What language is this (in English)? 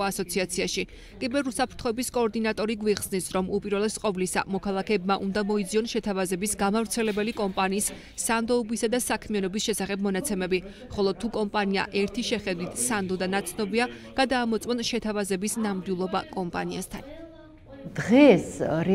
Georgian